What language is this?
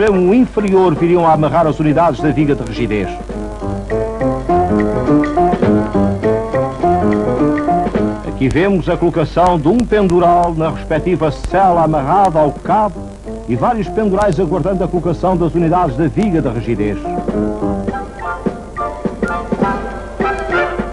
Portuguese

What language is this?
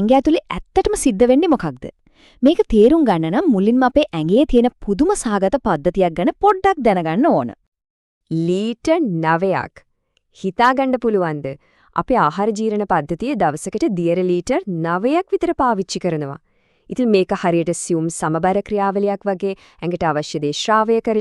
Sinhala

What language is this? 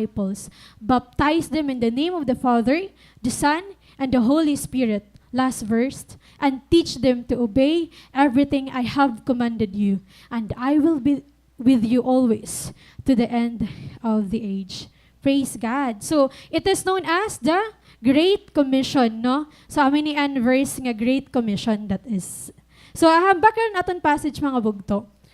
Waray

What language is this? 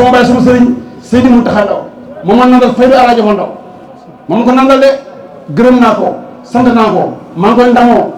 Wolof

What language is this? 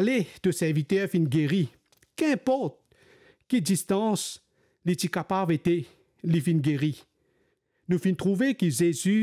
Morisyen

